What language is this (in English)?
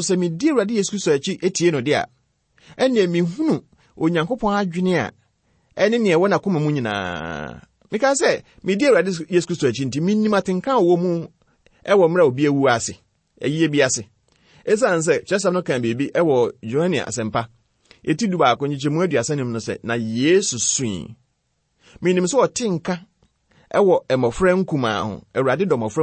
Akan